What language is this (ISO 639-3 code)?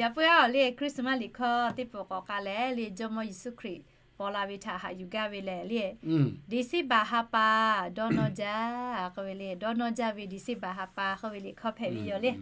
lhu